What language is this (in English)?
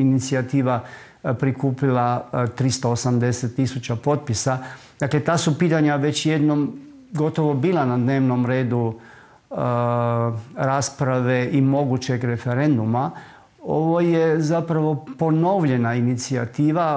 Croatian